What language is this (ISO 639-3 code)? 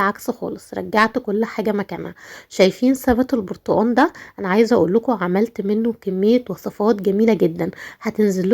arz